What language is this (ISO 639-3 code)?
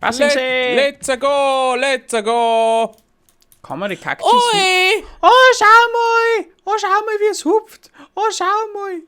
bar